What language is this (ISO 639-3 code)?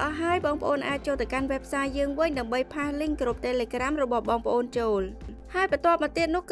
khm